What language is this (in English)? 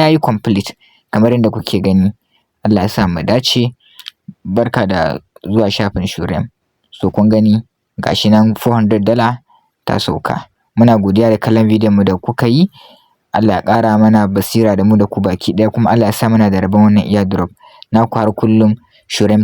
Hausa